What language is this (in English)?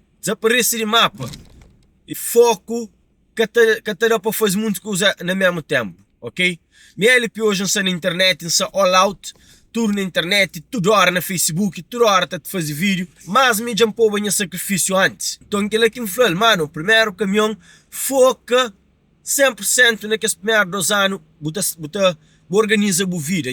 Kabuverdianu